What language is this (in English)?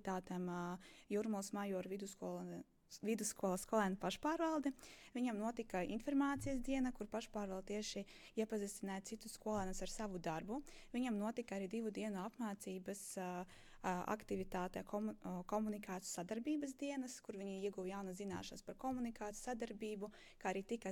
Latvian